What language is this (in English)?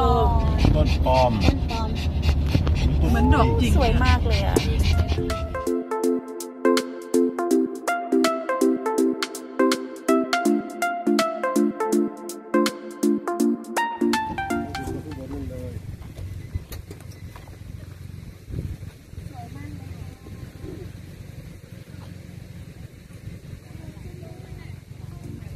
Thai